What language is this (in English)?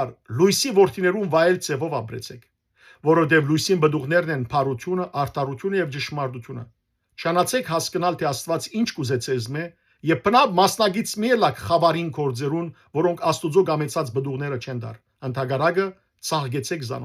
Western Armenian